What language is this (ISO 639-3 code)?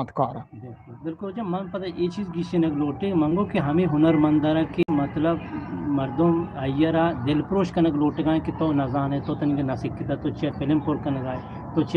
bgp